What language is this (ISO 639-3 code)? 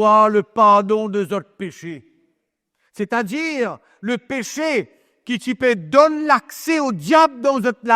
mfe